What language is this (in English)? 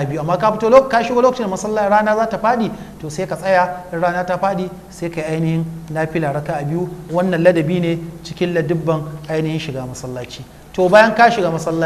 Hausa